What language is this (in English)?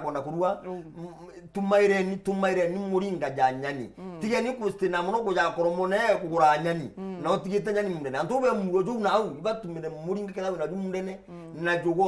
Meru